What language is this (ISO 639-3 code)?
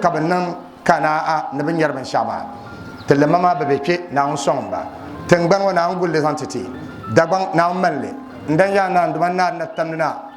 dag